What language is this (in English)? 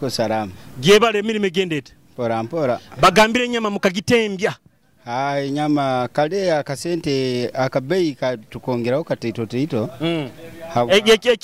Nyoro